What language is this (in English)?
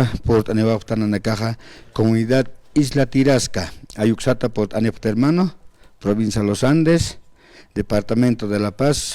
Aymara